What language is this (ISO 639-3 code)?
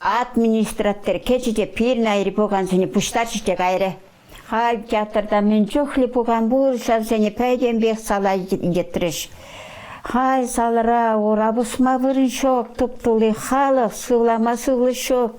chv